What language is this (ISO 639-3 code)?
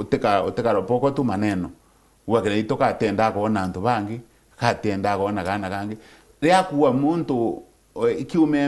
mer